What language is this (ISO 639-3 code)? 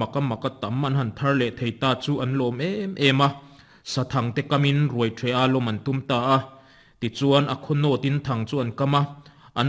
lus